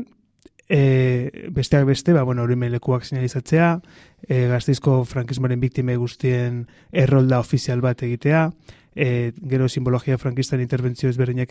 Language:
Basque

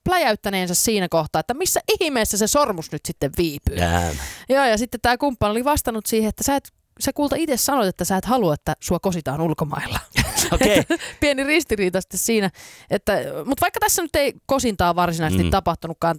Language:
Finnish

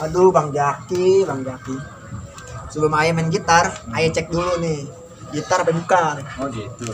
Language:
Betawi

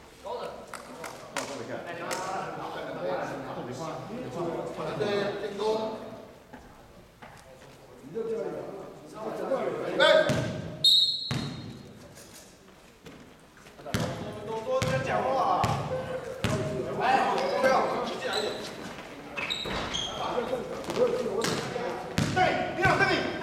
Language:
Chinese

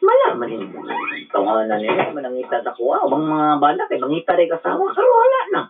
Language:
Cebuano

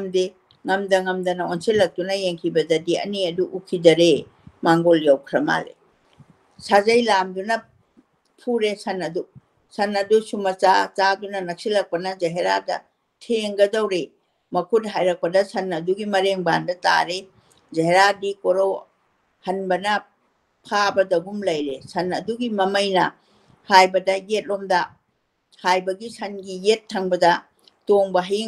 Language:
Manipuri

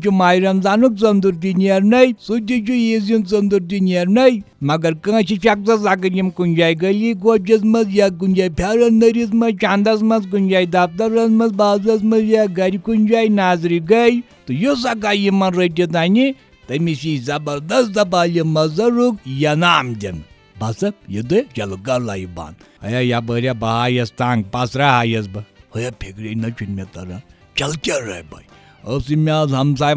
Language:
Kashmiri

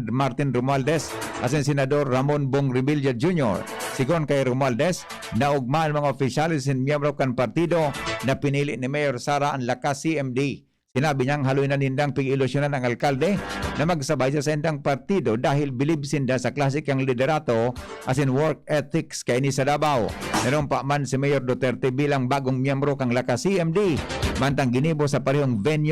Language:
Bikol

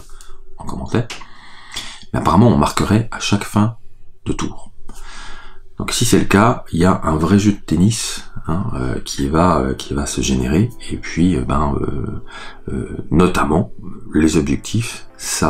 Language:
French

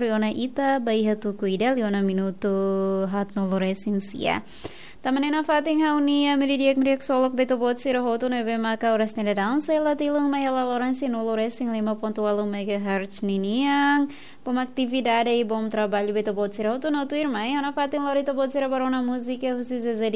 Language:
Tetum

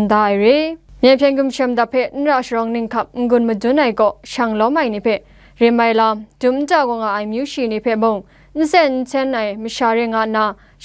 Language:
Kachin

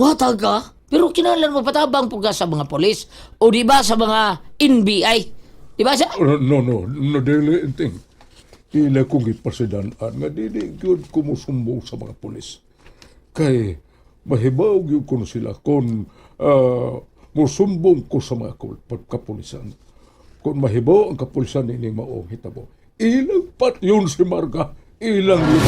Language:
Cebuano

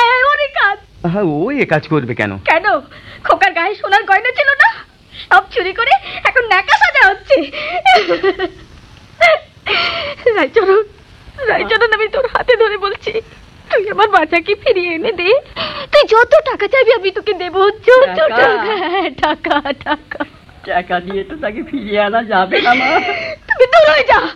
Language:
Bangla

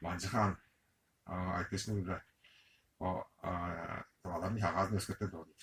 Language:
Tuvinian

